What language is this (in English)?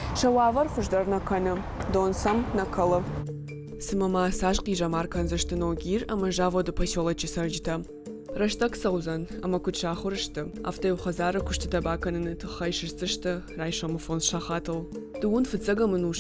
Ossetic